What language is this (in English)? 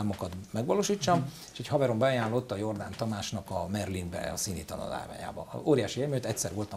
Hungarian